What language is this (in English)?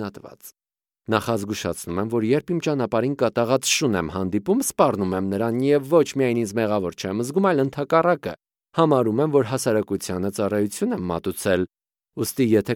Armenian